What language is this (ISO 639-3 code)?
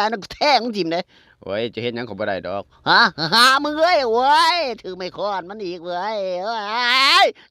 tts